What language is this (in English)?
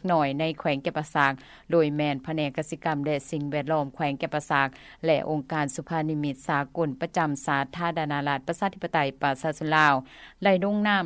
Lao